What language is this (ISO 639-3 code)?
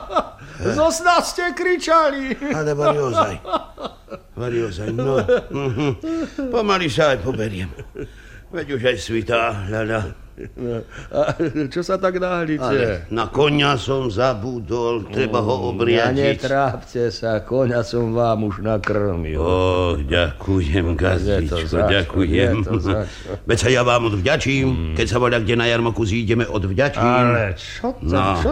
slk